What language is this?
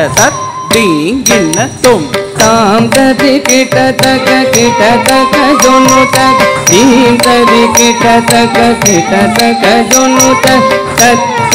Tamil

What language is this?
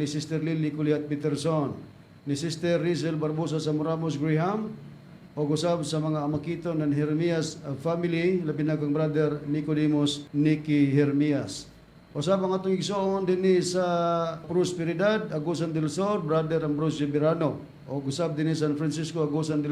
Cebuano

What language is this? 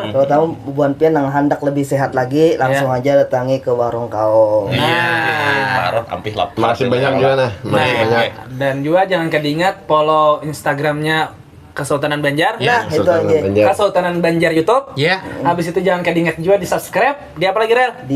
Banjar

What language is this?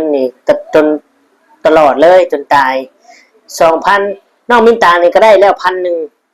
Lao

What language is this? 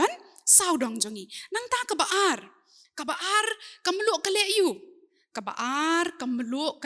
Khasi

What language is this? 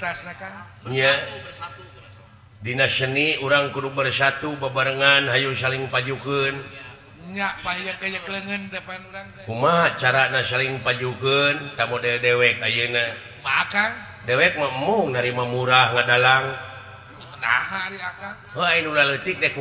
Sundanese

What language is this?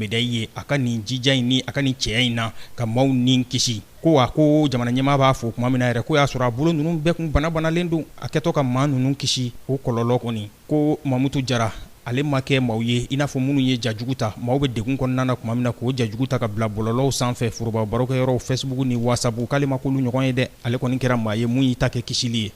Bambara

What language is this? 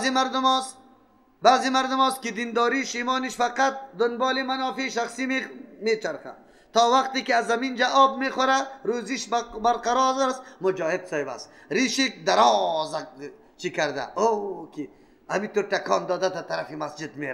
Persian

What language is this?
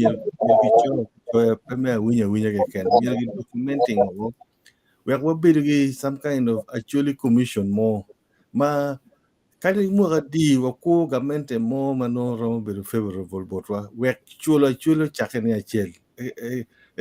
Acoli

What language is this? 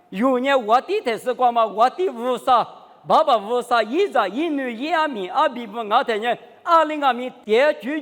Lisu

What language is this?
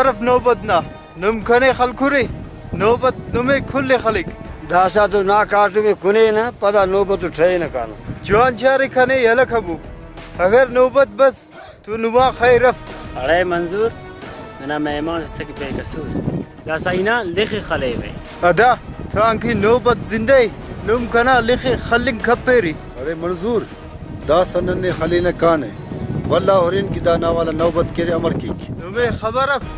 Brahui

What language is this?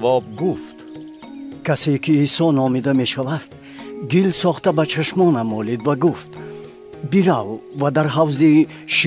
Tajik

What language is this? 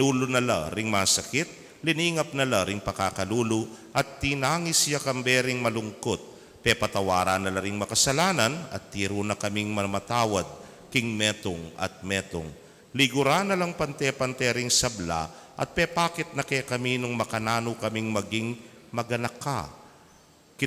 Pampanga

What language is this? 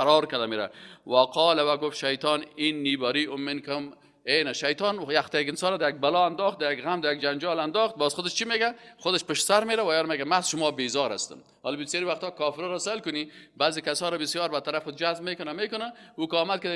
Persian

